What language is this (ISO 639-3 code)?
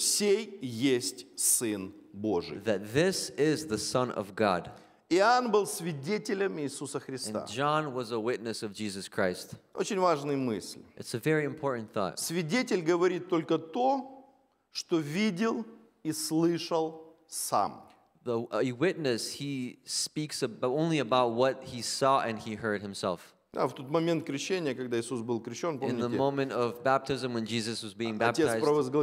rus